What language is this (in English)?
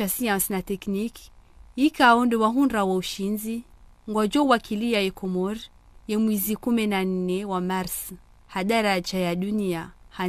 Ngazidja Comorian